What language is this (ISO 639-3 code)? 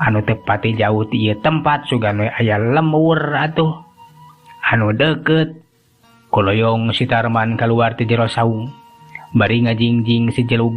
sun